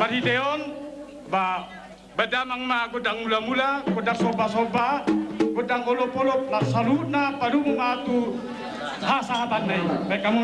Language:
Batak Toba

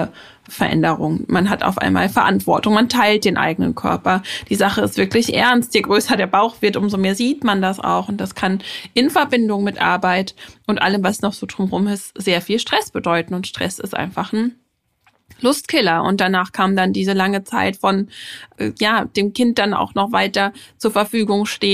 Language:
German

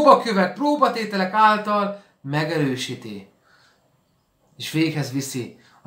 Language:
Hungarian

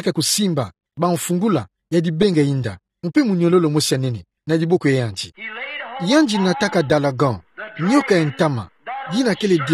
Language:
Kituba (Democratic Republic of Congo)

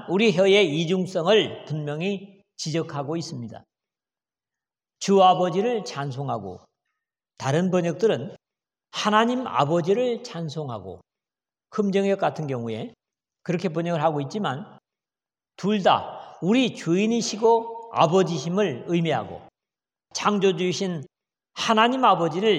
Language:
Korean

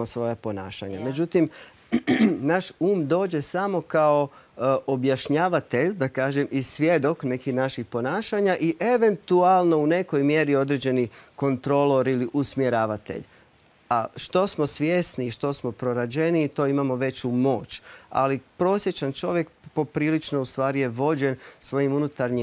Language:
Croatian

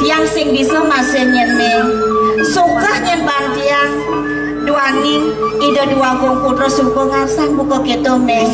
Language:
Balinese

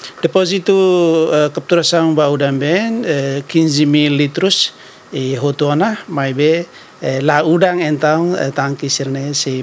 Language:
Tetum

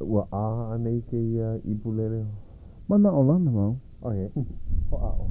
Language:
Hawaiian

